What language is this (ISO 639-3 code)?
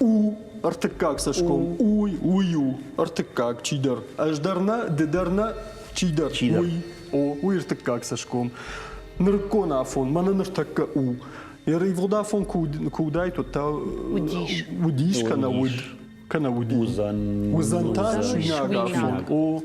oss